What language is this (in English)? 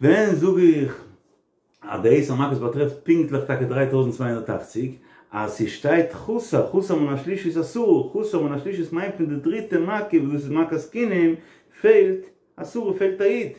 Yiddish